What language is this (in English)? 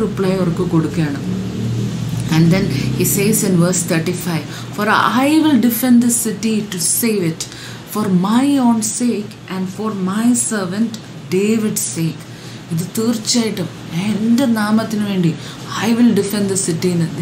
Malayalam